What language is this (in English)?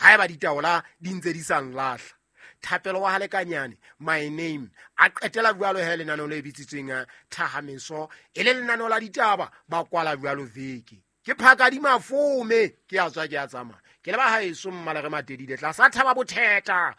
Southern Sotho